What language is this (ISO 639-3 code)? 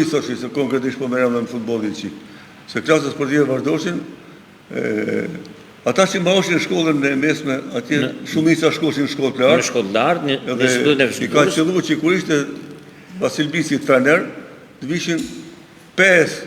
sqi